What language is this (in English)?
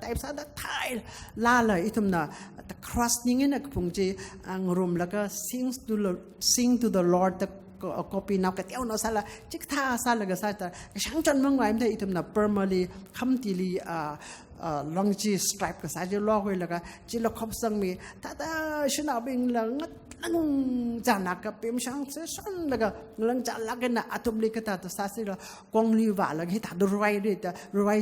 Tangkhul Naga (India)